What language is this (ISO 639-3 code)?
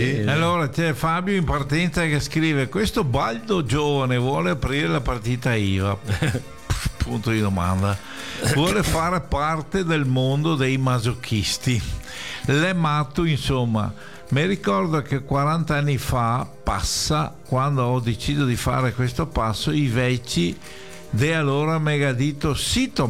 ita